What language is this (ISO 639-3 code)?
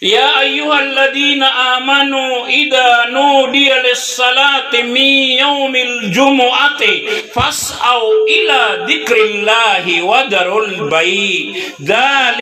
mrw